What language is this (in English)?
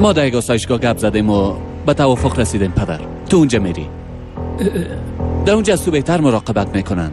Persian